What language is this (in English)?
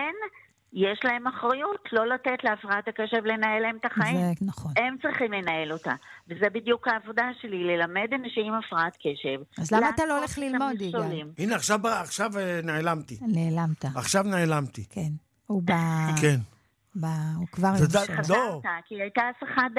Hebrew